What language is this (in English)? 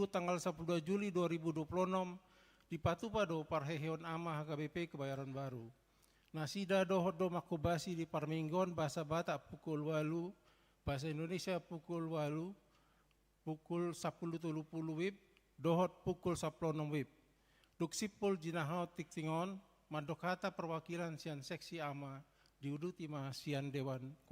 Batak Toba